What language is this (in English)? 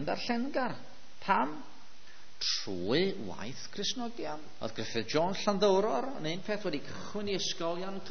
Welsh